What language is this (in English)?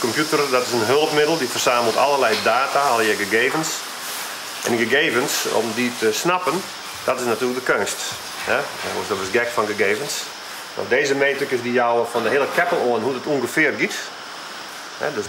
Western Frisian